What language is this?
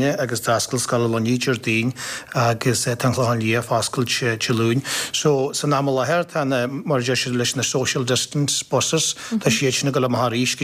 Irish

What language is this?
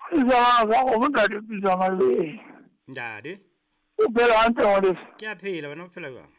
Southern Sotho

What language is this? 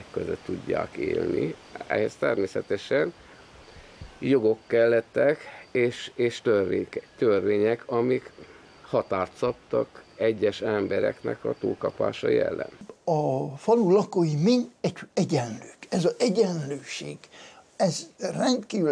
Hungarian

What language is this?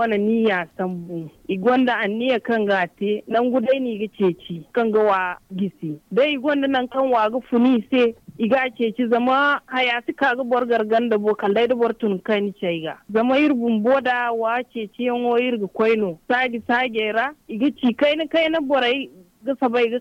Zarma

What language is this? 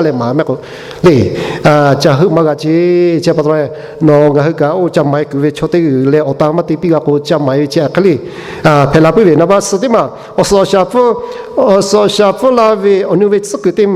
Lahu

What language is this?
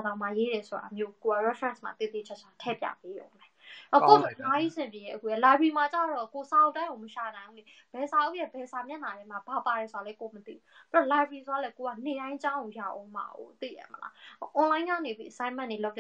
Burmese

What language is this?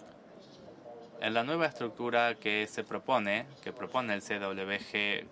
Spanish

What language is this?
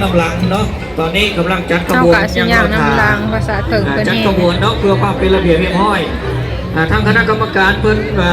Lao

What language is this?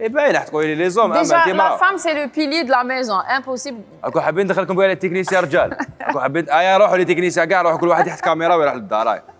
Algerian Arabic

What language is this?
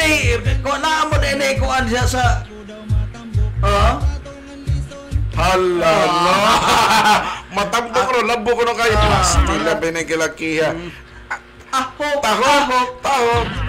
Cebuano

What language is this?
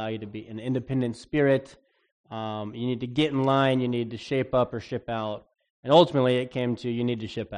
English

